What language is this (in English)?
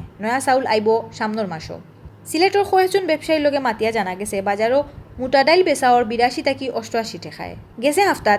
Sylheti